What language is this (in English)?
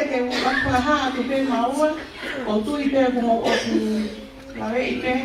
Tongan